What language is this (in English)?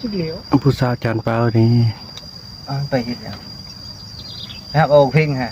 Northeastern Thai